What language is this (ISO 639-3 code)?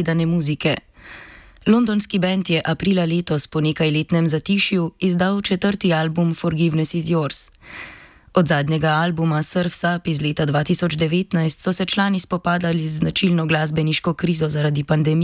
slv